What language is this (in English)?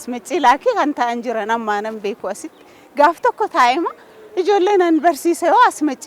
Oromo